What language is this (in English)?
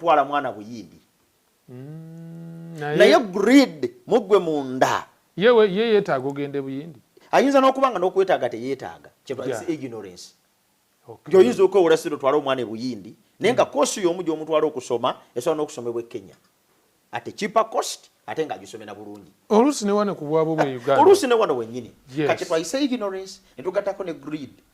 Ganda